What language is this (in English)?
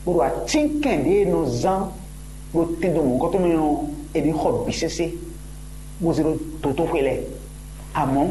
Fon